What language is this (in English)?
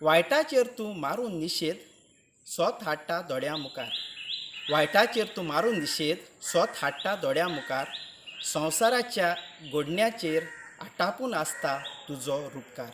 Konkani